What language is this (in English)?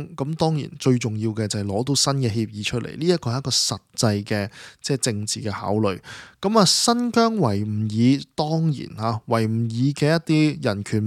Cantonese